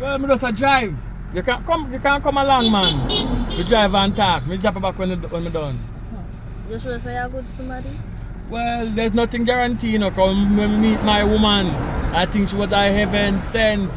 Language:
Jamaican Creole English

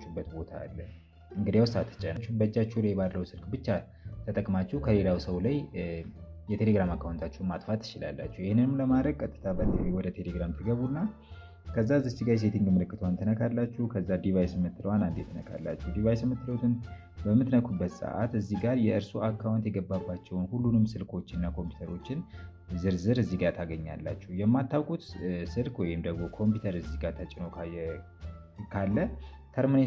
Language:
Amharic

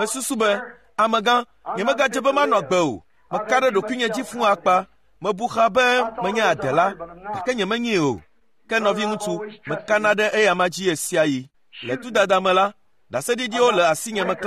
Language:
Ewe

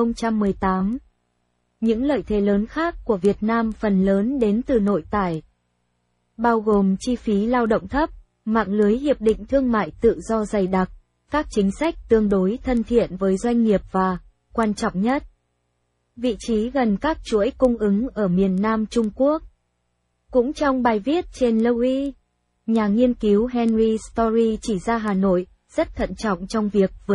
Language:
Vietnamese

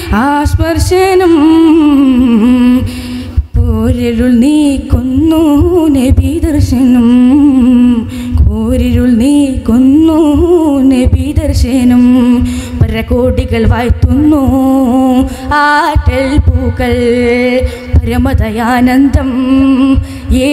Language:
Malayalam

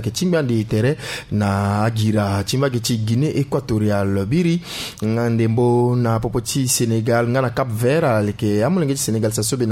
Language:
Sango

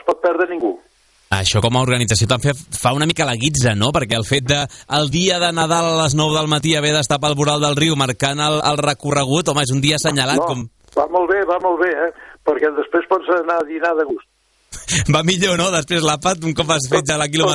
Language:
Catalan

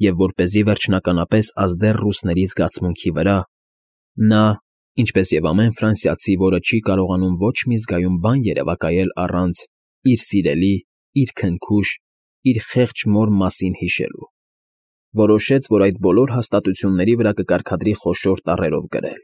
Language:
Armenian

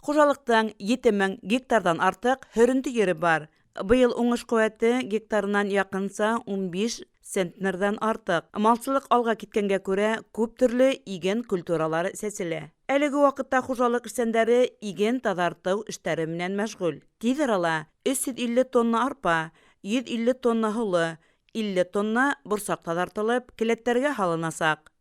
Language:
Bashkir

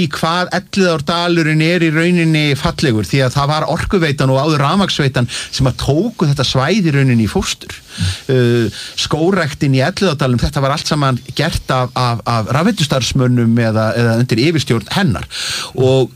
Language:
Icelandic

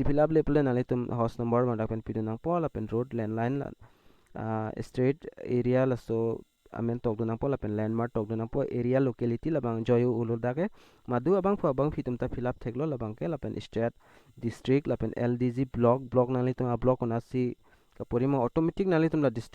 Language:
Karbi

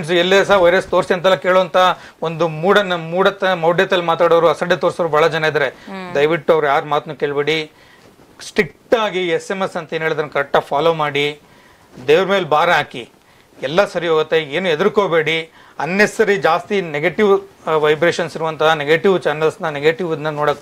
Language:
Kannada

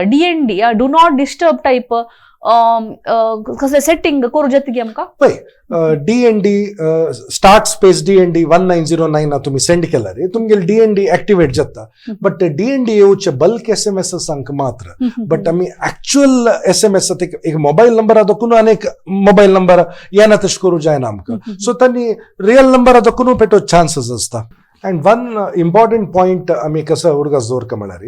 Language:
Konkani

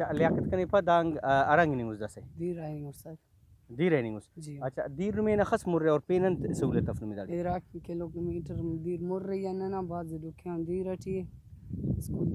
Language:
Brahui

